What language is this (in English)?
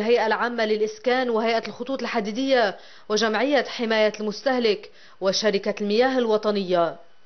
North Levantine Arabic